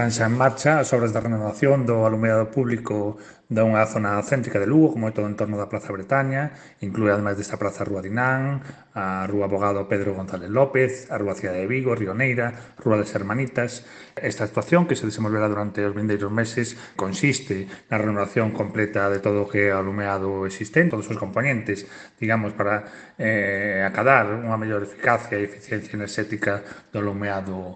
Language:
Galician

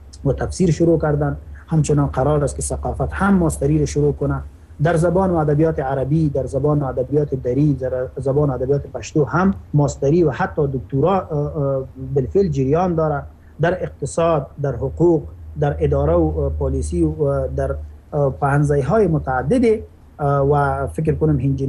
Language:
Persian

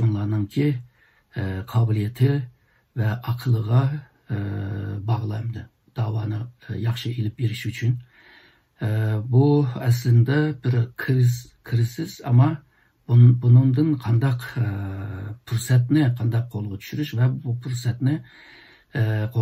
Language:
Uyghur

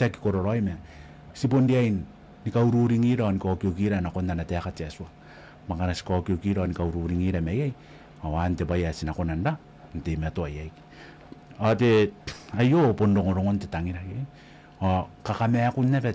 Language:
Gilbertese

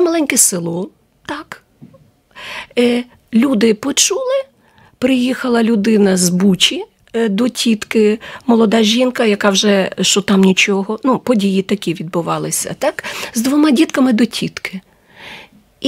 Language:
Ukrainian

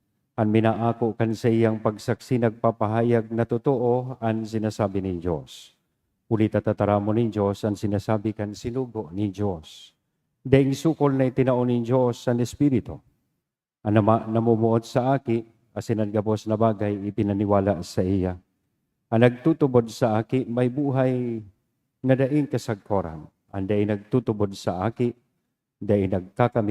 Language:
Bikol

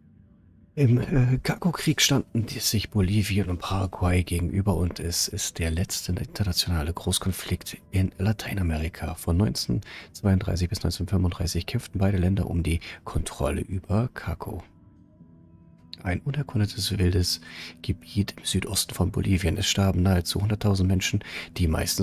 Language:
German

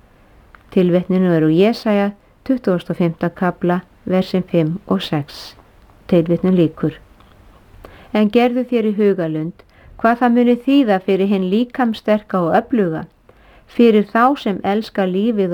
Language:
Icelandic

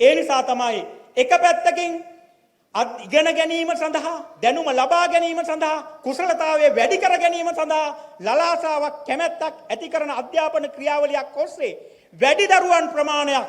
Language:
Sinhala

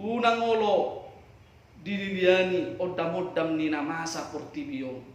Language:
Batak Toba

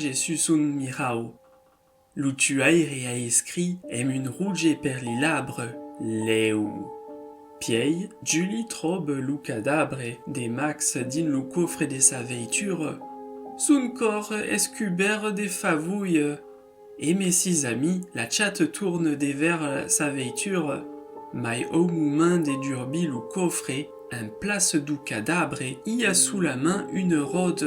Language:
Occitan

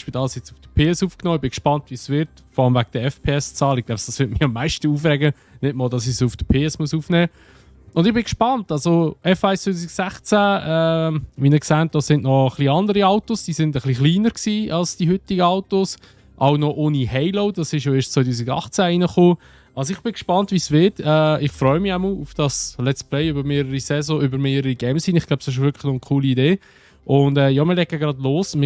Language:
Swiss German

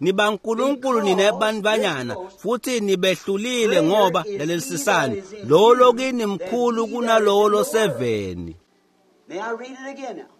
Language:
Swati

